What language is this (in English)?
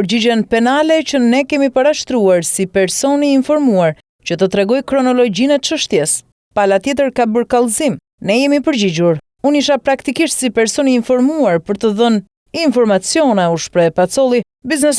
Albanian